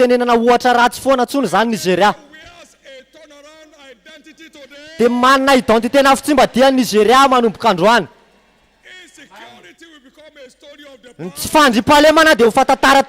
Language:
Malagasy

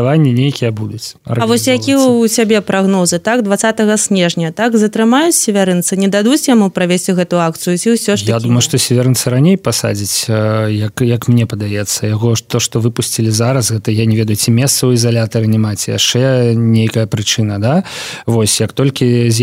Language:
Belarusian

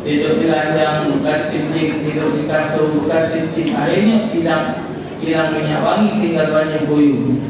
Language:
Musi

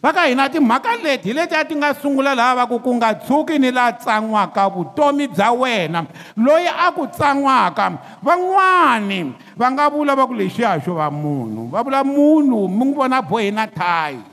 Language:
Tsonga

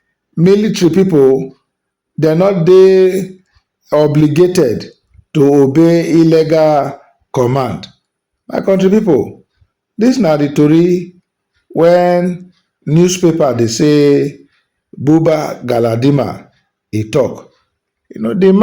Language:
Nigerian Pidgin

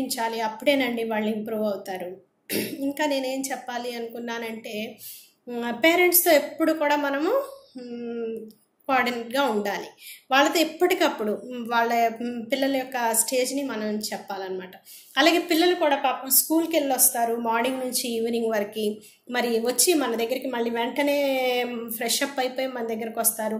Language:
Telugu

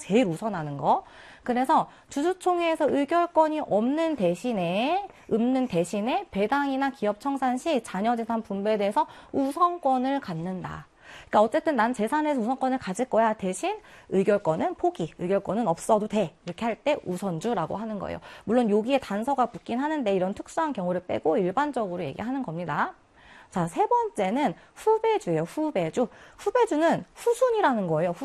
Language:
Korean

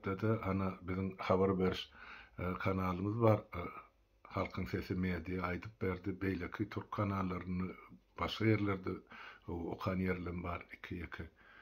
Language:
Turkmen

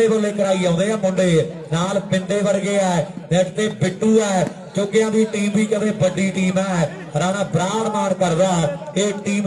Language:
Punjabi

